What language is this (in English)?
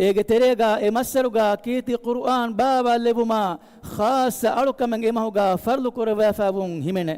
Divehi